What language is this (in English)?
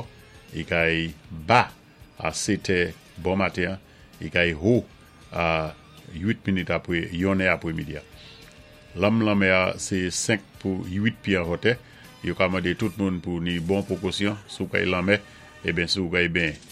Saint Lucian Creole French